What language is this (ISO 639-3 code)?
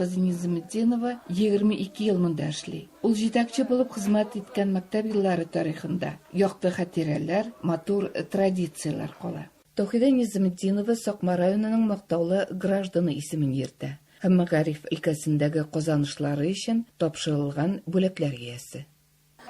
tat